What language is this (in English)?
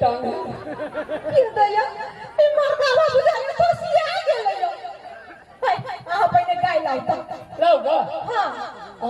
Maithili